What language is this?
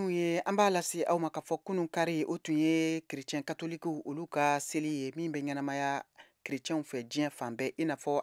Bambara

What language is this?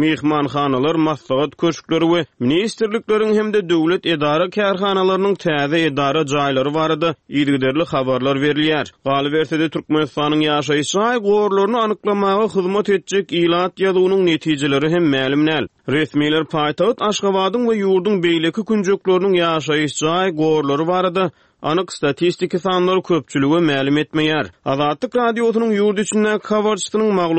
Turkmen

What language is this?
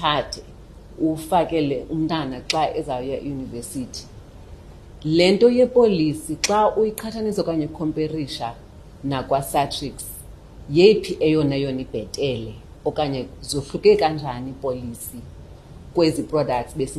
Xhosa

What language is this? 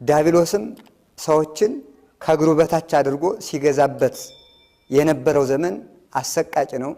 Amharic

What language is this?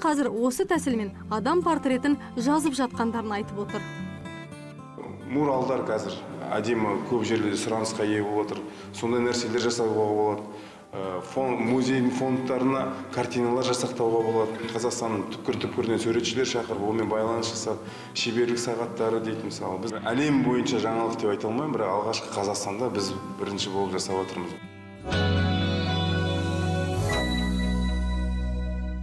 Kazakh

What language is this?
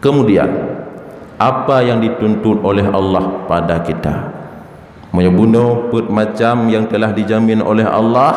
Achinese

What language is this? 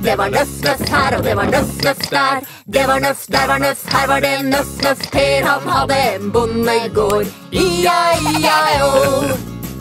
Norwegian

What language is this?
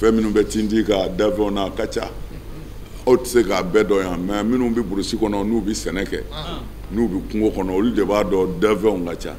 Bambara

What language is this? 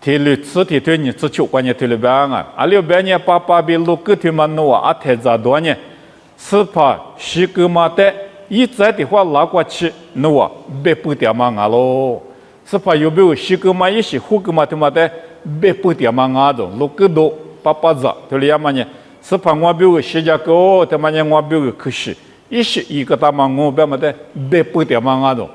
Lisu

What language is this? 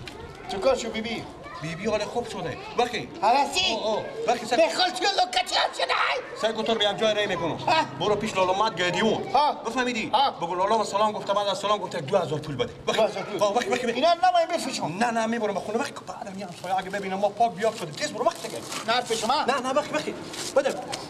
Persian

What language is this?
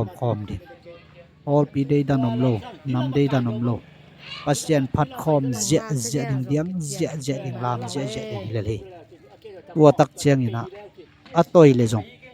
Tedim Chin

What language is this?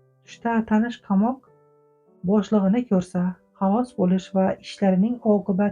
Uzbek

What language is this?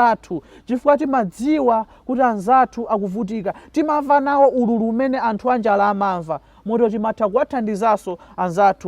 Nyanja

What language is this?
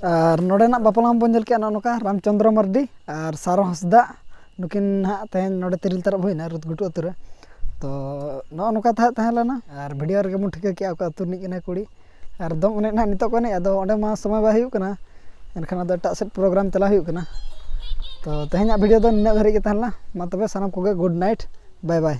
Santali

